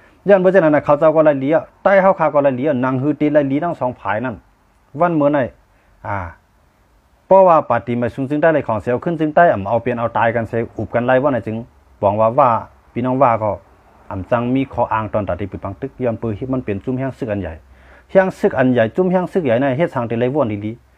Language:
Shan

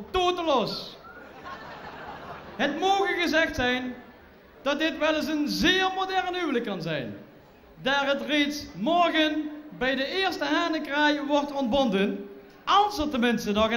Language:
Dutch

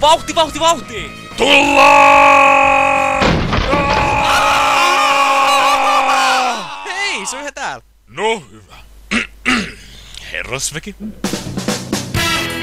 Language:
Finnish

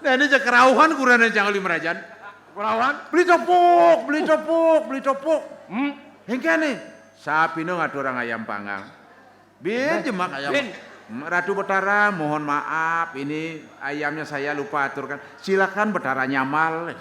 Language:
Balinese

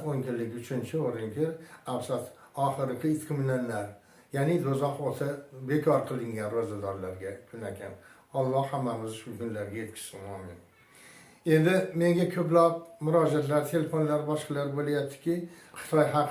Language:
Uzbek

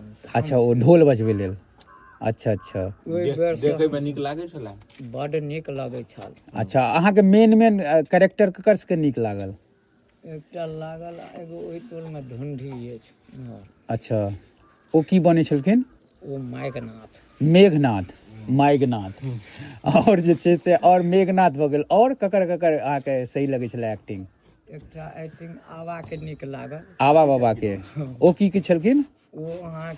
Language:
Maithili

